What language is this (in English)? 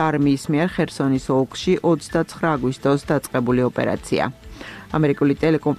Georgian